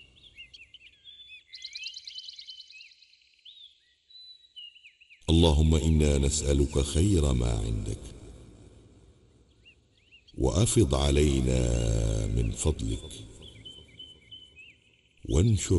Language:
Arabic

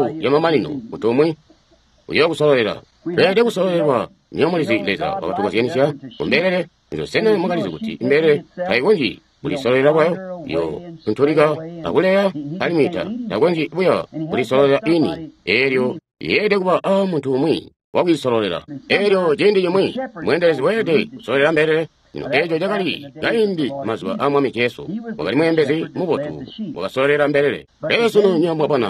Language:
Tonga (Zambia)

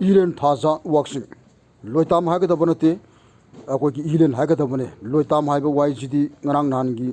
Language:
Manipuri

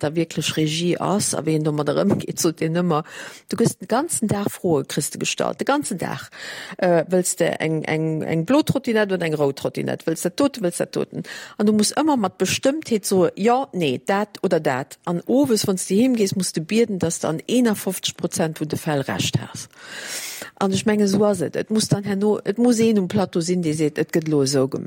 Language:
Luxembourgish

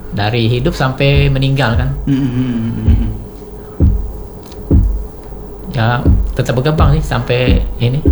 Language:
Indonesian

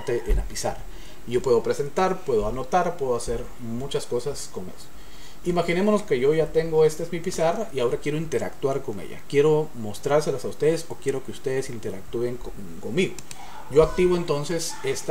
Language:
Spanish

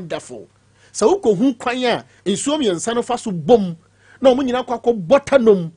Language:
Akan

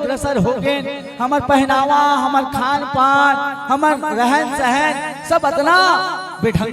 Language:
Chhattisgarhi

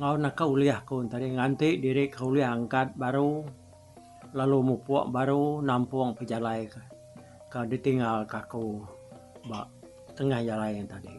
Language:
Iban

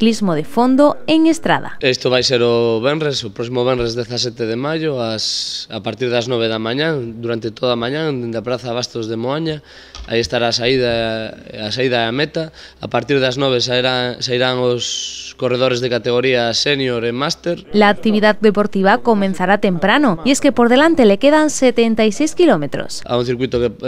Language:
Galician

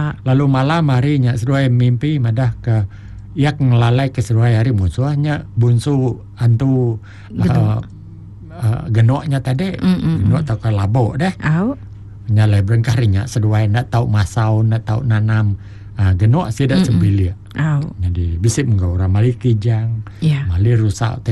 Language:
Iban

